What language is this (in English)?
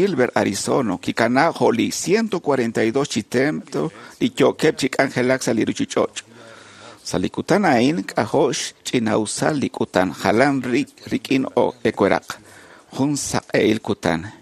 Kekchí